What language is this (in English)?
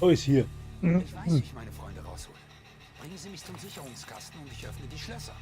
Bavarian